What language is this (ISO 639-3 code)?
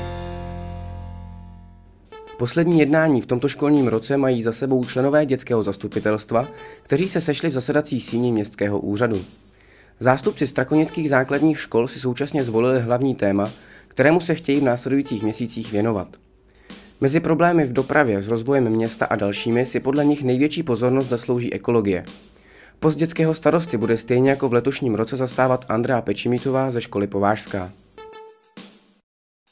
ces